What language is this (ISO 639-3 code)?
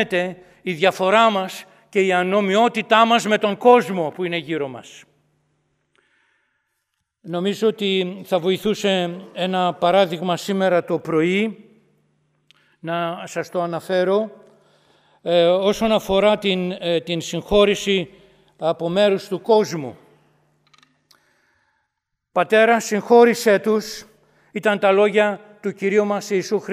ell